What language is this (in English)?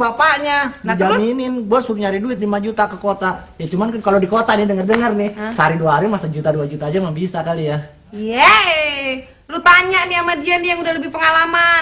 Betawi